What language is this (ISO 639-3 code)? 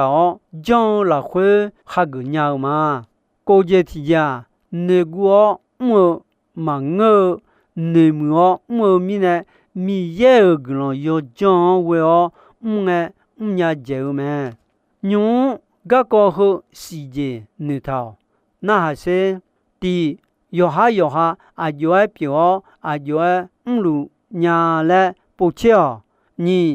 ahk